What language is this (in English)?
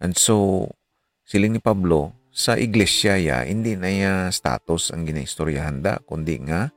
Hiligaynon